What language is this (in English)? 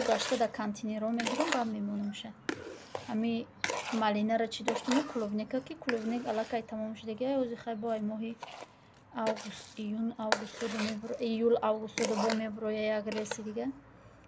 Tajik